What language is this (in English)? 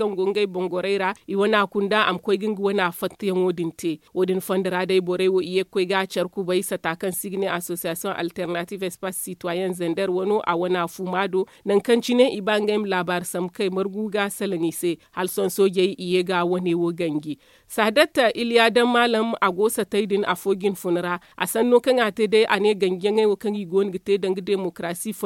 Zarma